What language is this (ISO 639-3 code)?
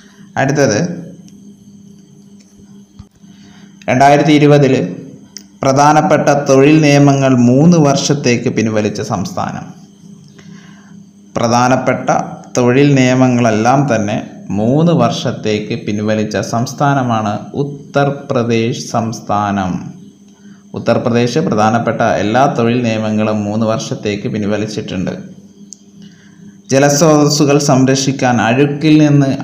mal